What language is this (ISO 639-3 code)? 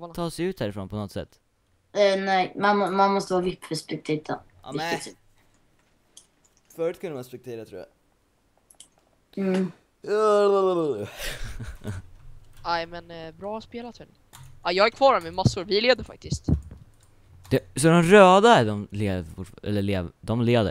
swe